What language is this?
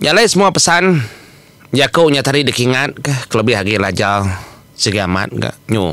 Iban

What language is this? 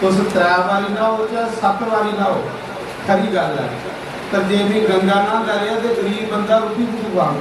Dogri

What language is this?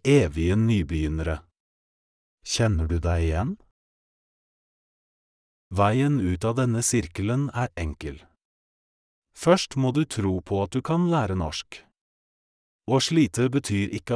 Norwegian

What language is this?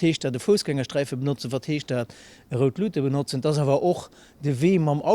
Luxembourgish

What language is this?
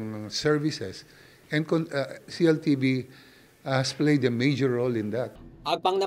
Pampanga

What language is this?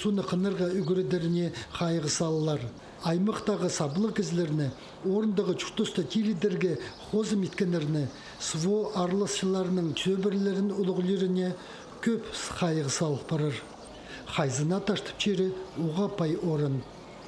Khakas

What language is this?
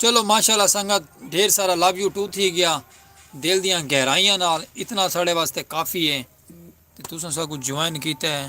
Saraiki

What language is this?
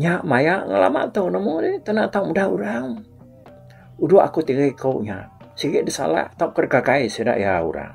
Iban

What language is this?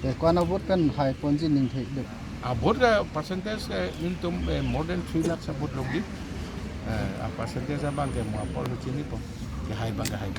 Karbi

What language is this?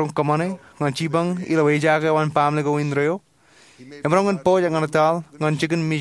Marshallese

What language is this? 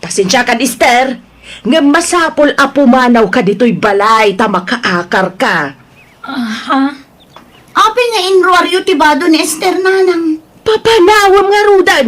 Iloko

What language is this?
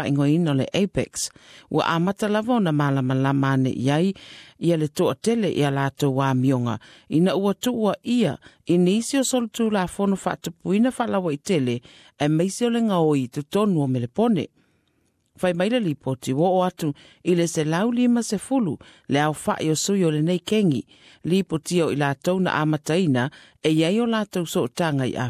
Samoan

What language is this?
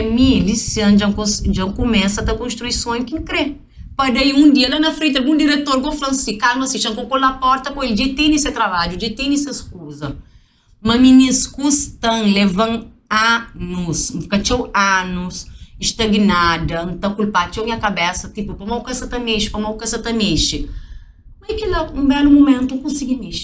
Kabuverdianu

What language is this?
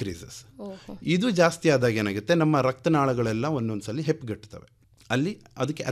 Kannada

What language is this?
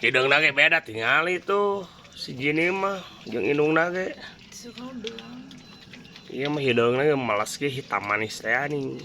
Sundanese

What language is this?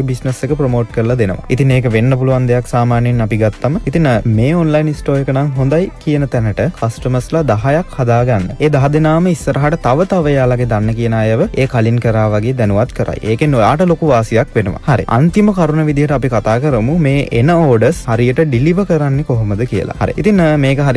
Sinhala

